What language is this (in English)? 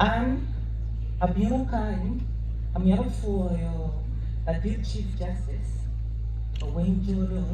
Acoli